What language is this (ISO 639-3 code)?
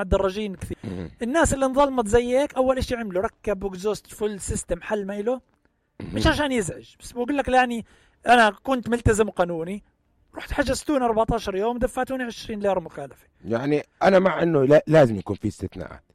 apc